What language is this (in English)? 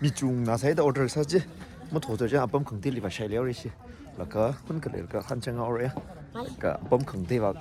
Tangkhul Naga (India)